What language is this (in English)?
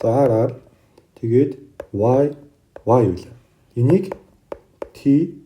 Mongolian